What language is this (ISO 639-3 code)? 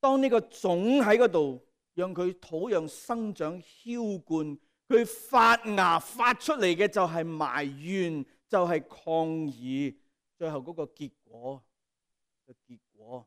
yue